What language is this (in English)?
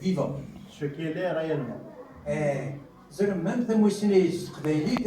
Kabyle